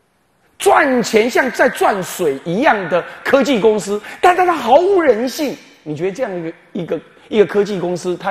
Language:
Chinese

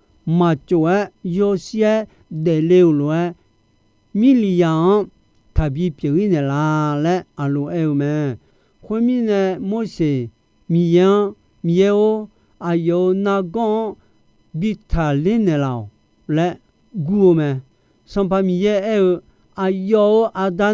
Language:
Akha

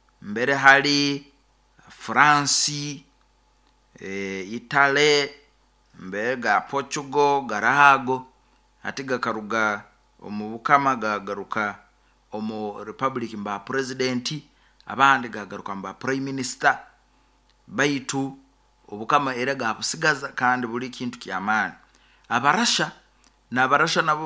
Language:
Nyoro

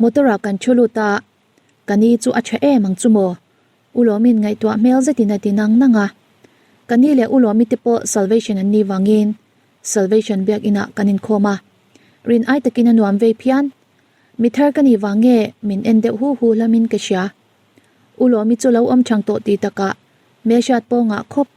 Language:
Mizo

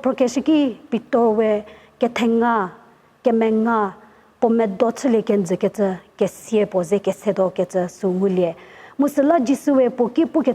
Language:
Angami Naga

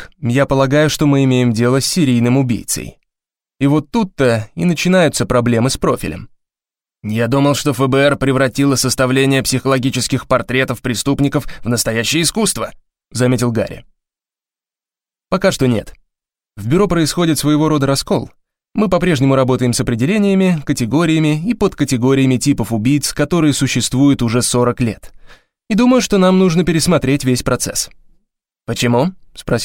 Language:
Russian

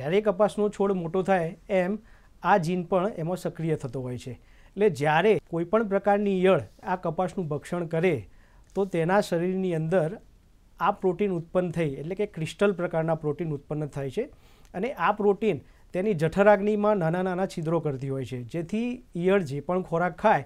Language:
Gujarati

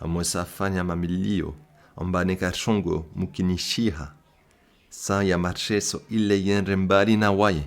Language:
Comorian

